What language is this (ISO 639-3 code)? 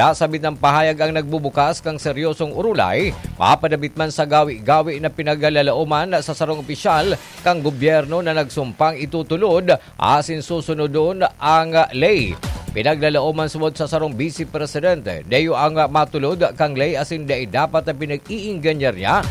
bik